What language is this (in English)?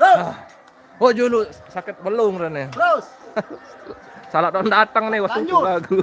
Sasak